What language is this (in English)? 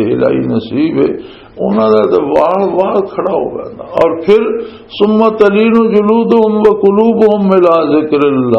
Western Panjabi